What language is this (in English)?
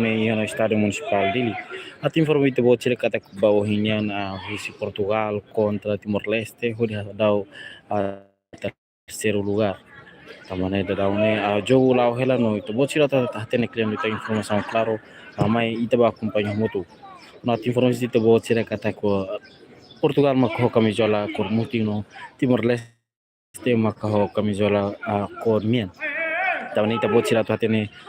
Tetum